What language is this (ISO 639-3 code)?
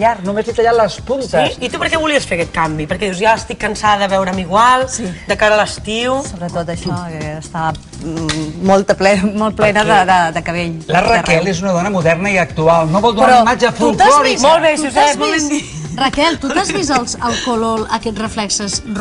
cat